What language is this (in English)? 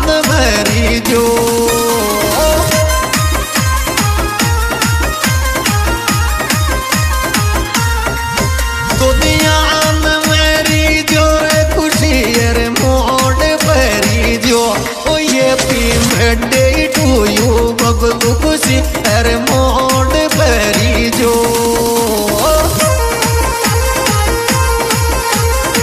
Hindi